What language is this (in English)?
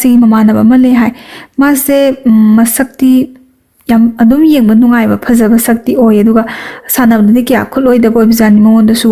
Manipuri